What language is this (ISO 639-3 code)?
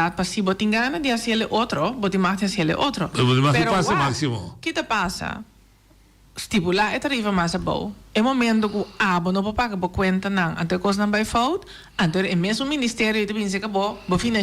pap